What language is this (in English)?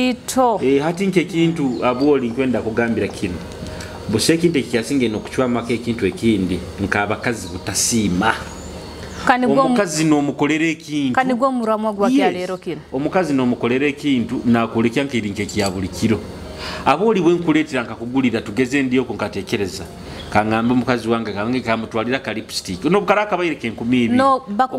Nyoro